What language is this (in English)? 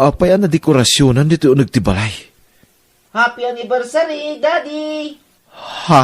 Iloko